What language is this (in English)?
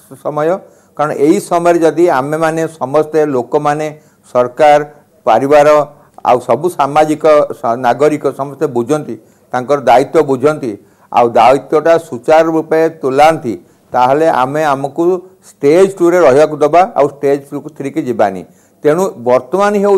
Odia